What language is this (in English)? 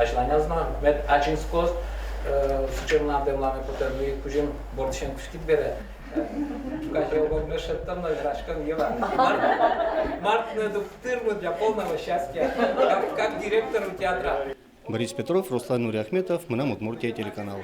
Udmurt